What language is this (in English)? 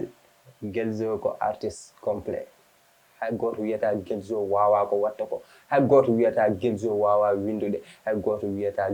Fula